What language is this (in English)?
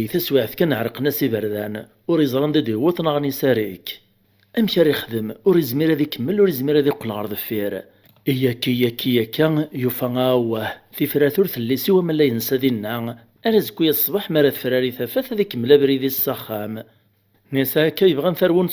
Kabyle